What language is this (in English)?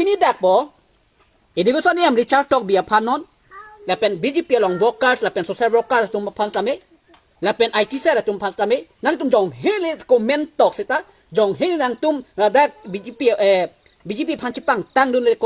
Karbi